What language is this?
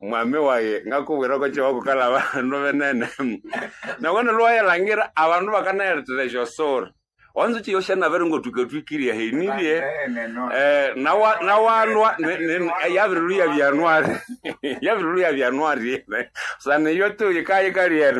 Nande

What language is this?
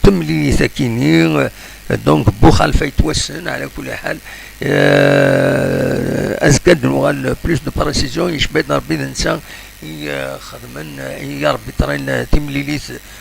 Kabyle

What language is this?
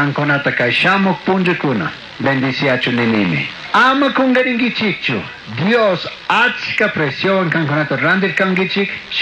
Chimborazo Highland Quichua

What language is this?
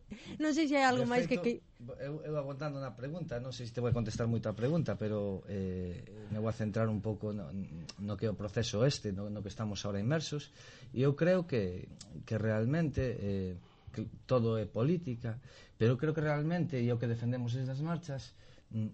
Galician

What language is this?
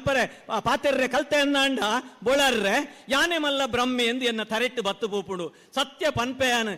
Tulu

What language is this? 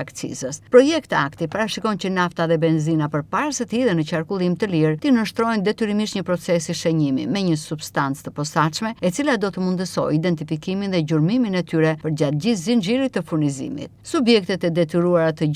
Albanian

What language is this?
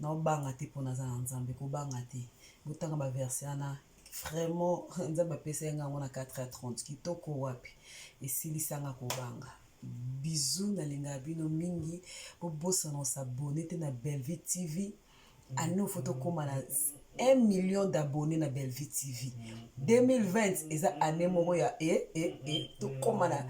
Lingala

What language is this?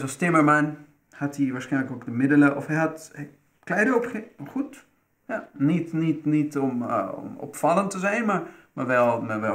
Dutch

